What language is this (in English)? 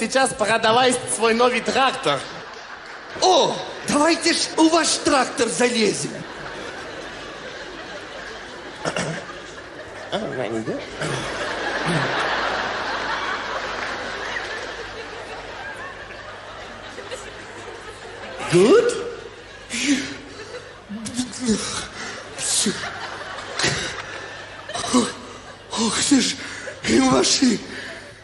Russian